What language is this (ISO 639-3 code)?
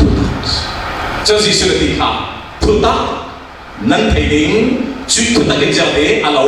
cfm